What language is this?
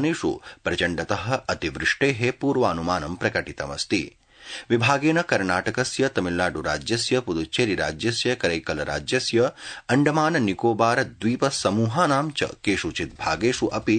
Sanskrit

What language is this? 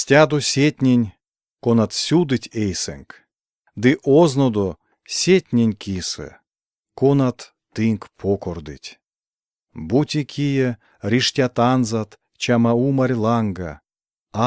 Erzya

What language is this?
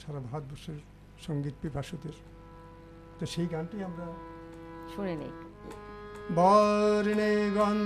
Bangla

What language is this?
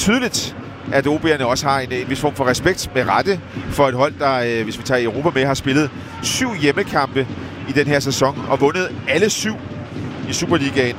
Danish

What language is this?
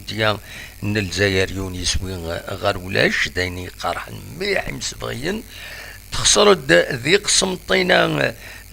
Kabyle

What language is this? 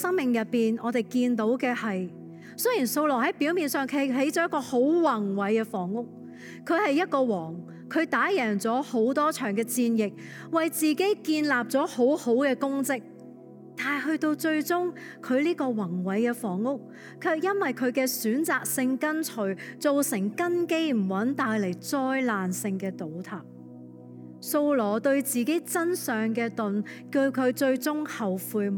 Cantonese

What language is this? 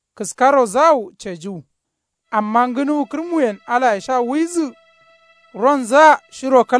Kanuri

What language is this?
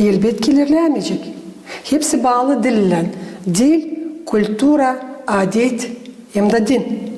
Gagauz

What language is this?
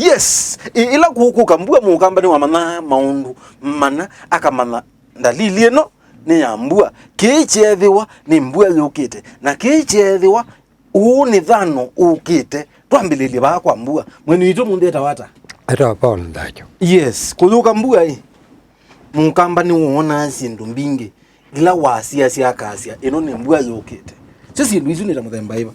Kamba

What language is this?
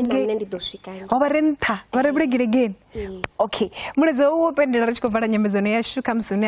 Venda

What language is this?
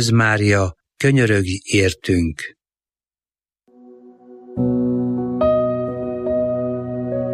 Hungarian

